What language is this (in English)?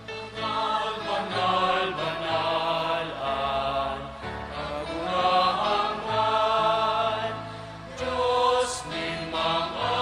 Bikol